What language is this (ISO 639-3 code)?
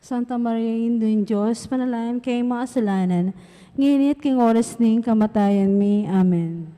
pam